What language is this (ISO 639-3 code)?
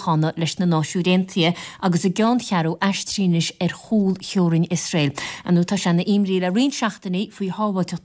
gle